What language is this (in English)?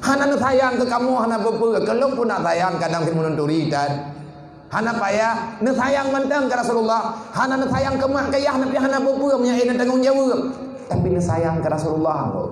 Achinese